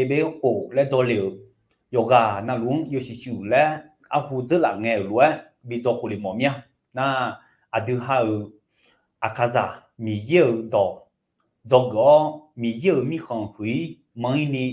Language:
Akha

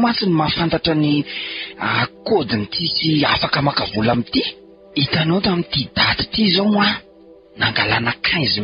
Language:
Malagasy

